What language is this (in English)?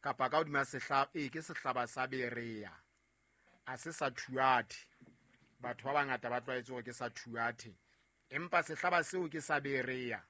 Southern Sotho